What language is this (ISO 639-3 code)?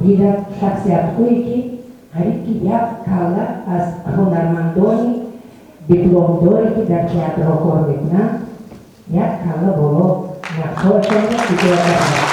tgk